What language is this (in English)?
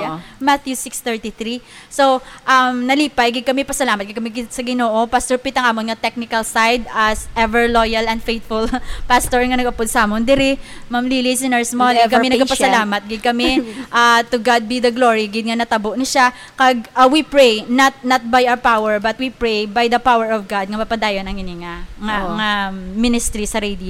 Hiligaynon